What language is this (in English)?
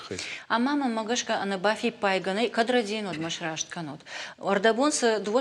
Ossetic